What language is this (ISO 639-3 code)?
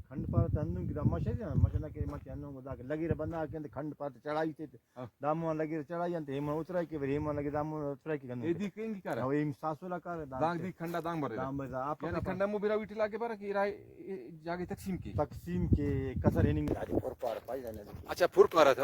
brh